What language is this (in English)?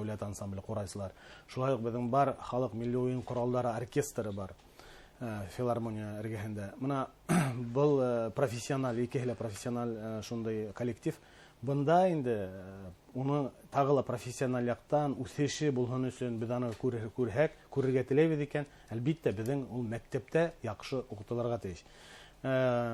Bashkir